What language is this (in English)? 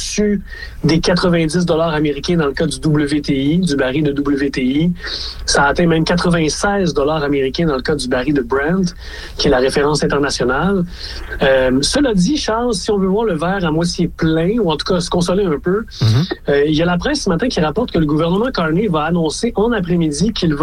French